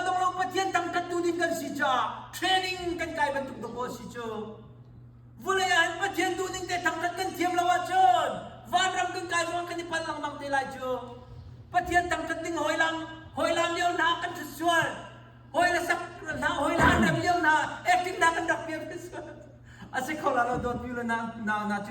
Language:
Hakha Chin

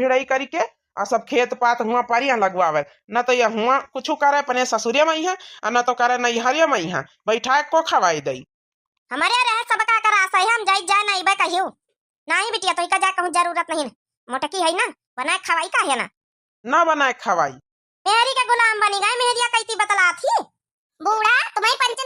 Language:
Awadhi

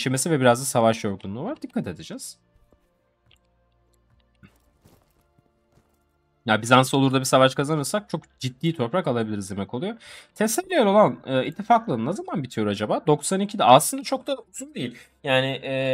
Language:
Turkish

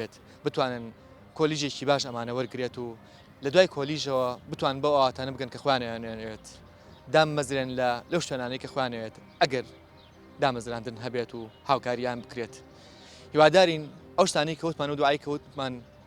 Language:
Central Kurdish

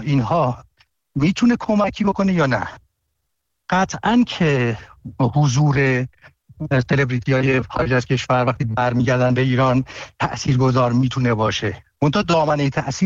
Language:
Persian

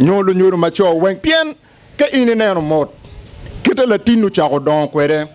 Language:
Acoli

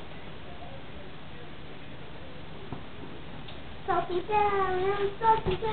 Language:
Portuguese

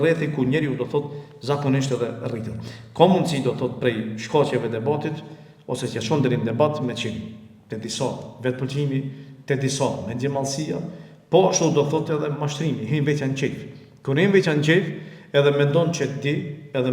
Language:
Albanian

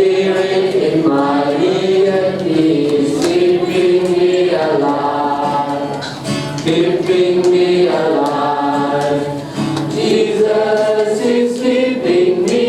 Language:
Falam Chin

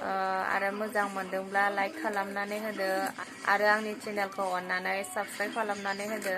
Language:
Bodo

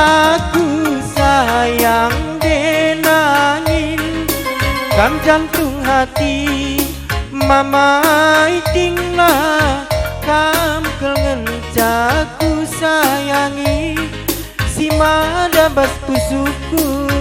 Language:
Batak Karo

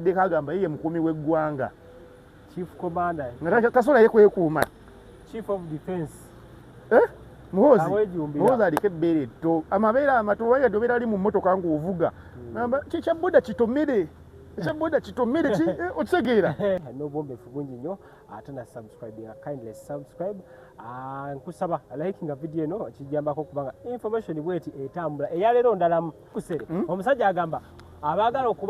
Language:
Ganda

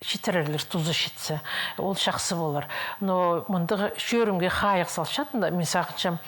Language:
Khakas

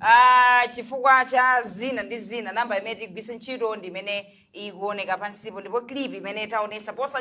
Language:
Nyanja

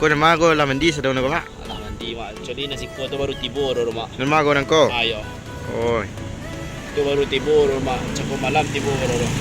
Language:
Minangkabau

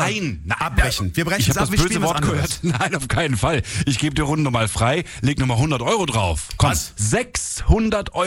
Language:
German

